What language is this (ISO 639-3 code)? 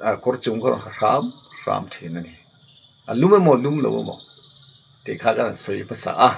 lus